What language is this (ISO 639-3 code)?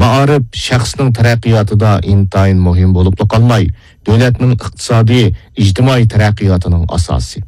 uig